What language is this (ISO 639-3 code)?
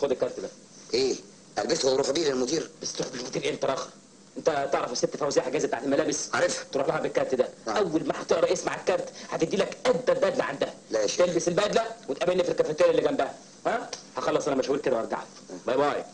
arz